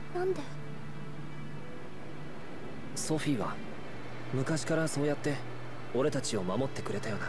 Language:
Japanese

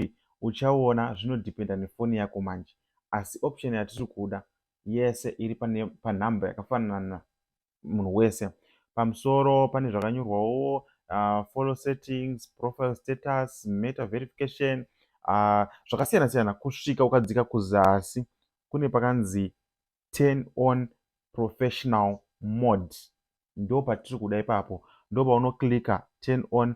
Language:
Shona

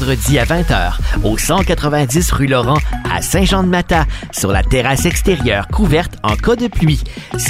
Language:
French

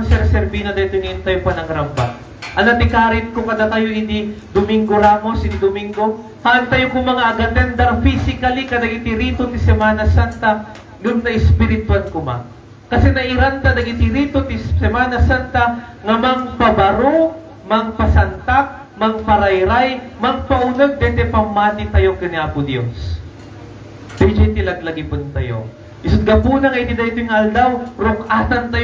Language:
Iloko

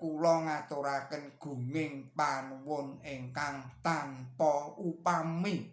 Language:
Javanese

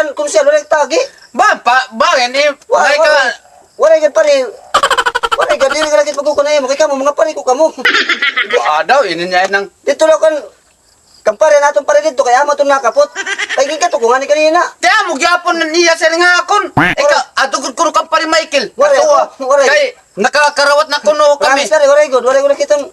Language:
Waray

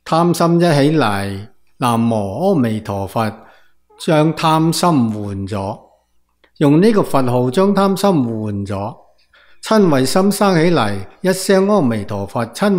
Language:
Cantonese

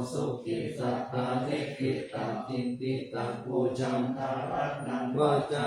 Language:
Pali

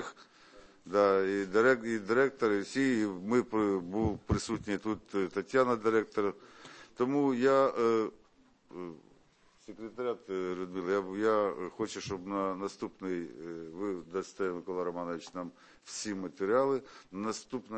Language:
Ukrainian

